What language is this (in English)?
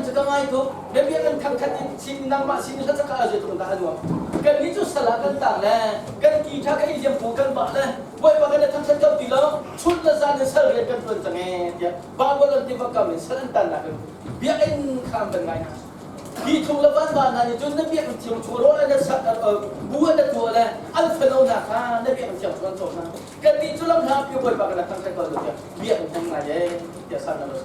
Hakha Chin